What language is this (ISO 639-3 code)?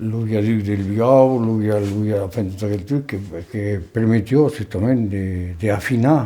oci